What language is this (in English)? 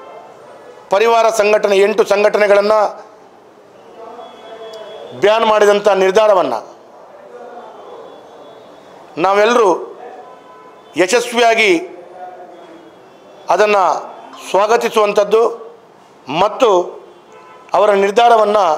Kannada